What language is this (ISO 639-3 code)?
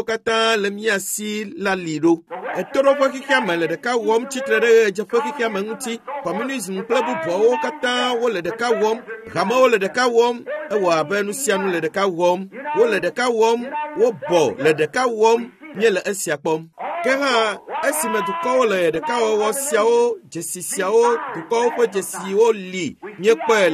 ewe